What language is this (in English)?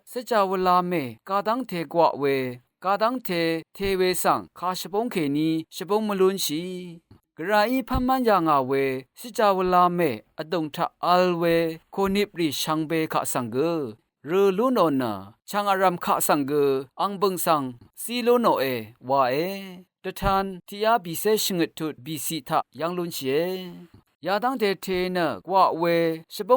Rawang